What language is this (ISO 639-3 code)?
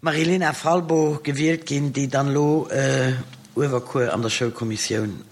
ltz